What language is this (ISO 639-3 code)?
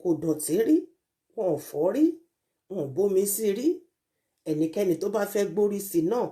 yor